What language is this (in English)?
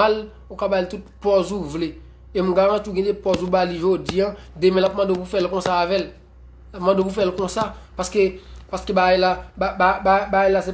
Haitian Creole